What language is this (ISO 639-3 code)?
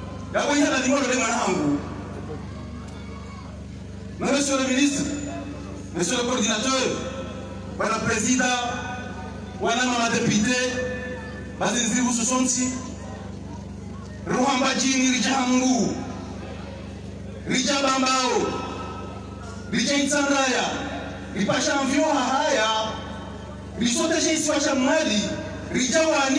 swa